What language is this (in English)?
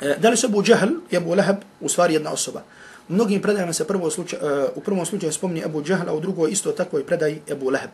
Bosnian